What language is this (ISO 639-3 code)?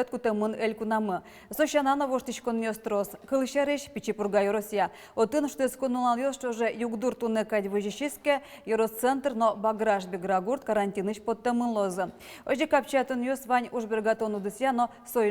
udm